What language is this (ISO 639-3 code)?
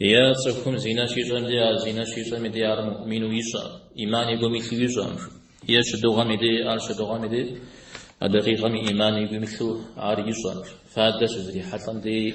kbd